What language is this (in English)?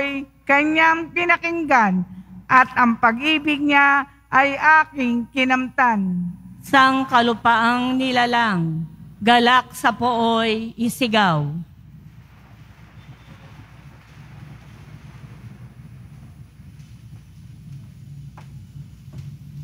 Filipino